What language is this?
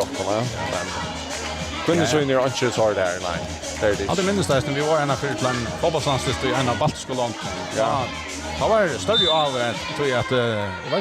Faroese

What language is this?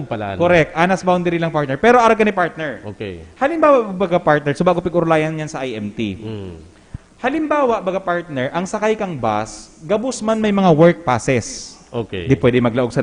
Bikol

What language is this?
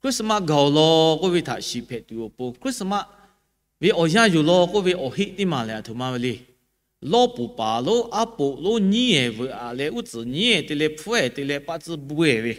Lahu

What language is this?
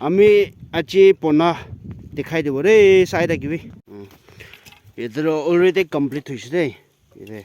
Naga Pidgin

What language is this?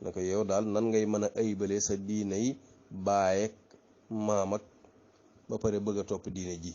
Wolof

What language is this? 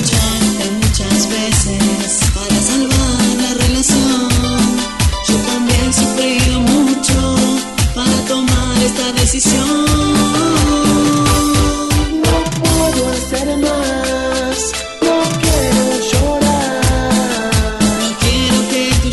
Spanish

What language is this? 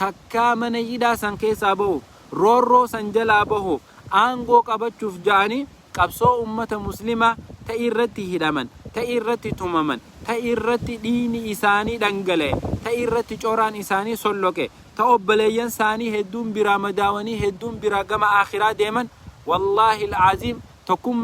Oromo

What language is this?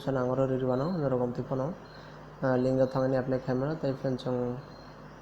Kok Borok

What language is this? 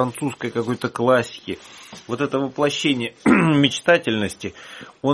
Russian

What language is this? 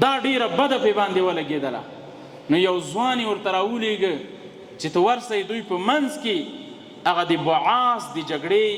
Pashto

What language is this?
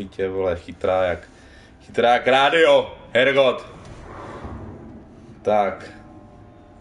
Czech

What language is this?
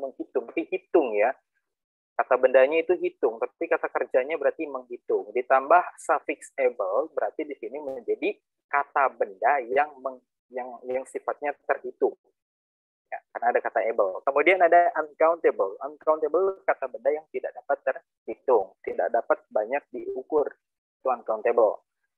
Indonesian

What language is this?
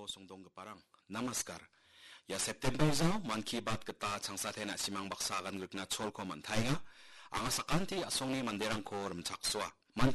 Garo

